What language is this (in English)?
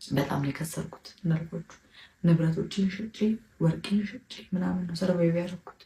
Amharic